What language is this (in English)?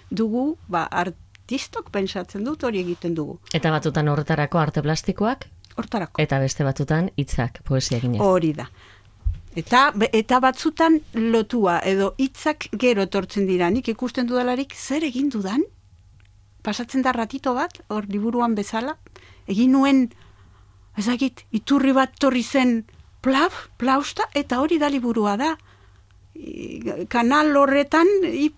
Basque